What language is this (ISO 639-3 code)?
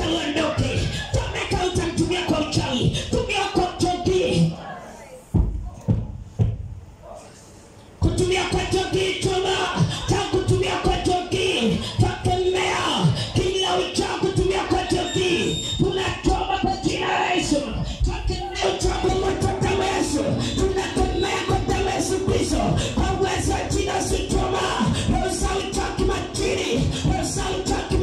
swa